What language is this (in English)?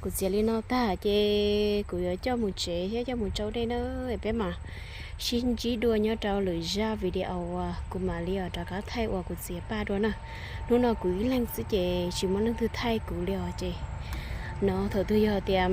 Hmong